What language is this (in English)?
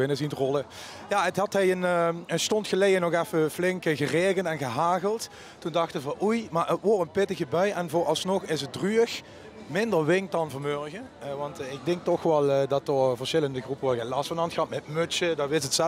Limburgish